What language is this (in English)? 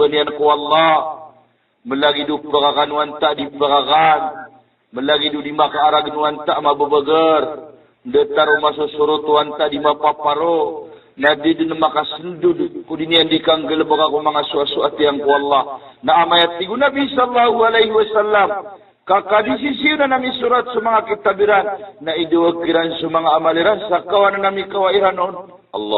Maranao